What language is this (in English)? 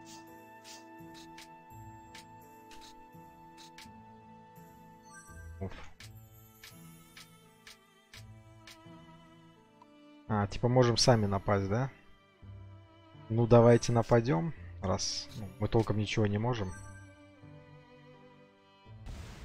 Russian